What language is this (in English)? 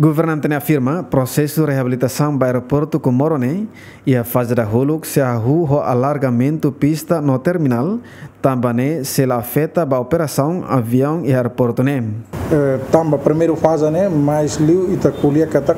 Tetum